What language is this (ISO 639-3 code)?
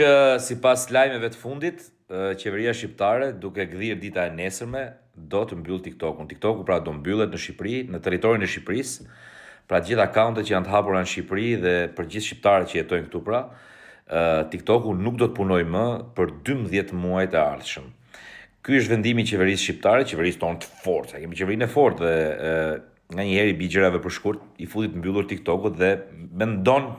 sqi